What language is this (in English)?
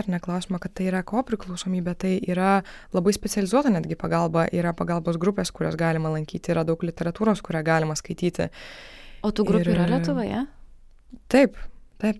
Lithuanian